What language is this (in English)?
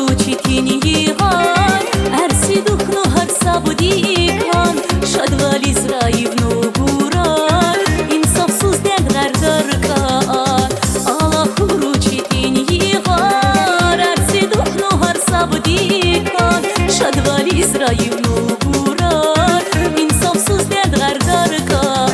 Tabassaran